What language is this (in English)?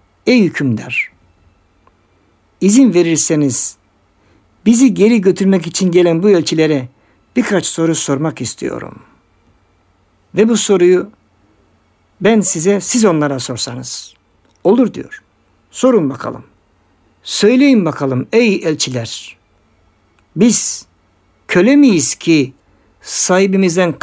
Turkish